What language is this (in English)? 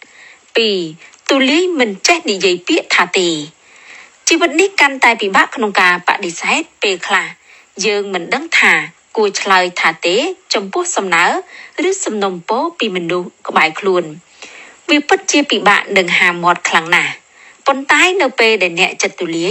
Khmer